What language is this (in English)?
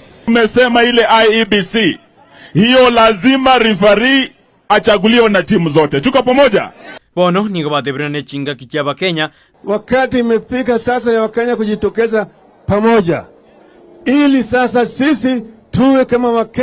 Gusii